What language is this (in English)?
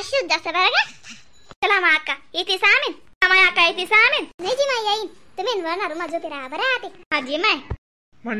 Khandesi